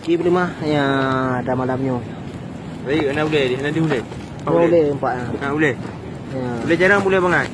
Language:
Achinese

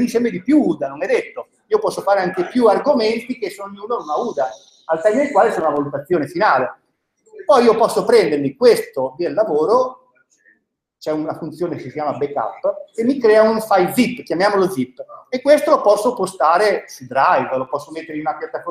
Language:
Italian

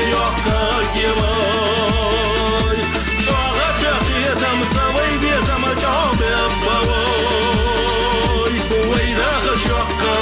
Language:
Ingush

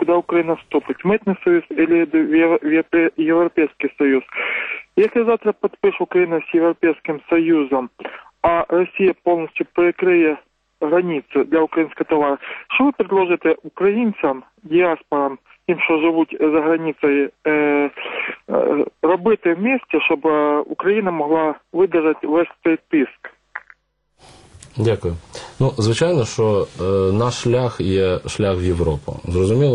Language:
Ukrainian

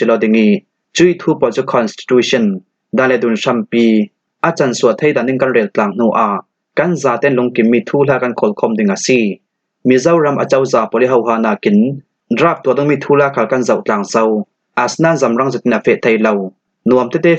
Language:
Falam Chin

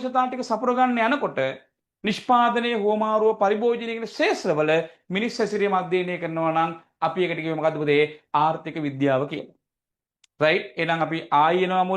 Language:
Sinhala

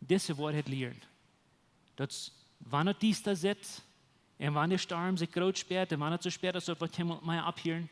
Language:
Plautdietsch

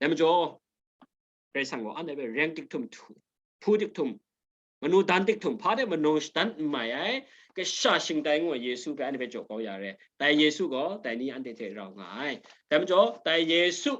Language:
Kachin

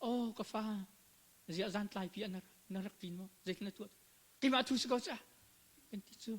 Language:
Hakha Chin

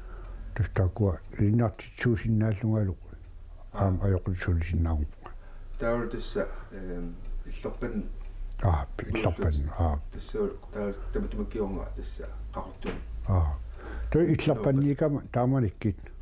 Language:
Kalaallisut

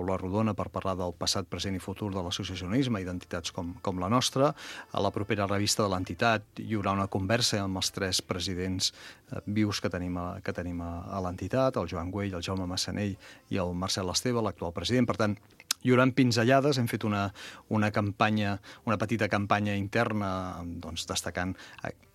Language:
Catalan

